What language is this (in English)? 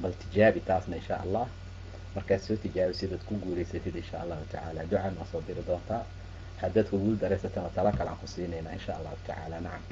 Somali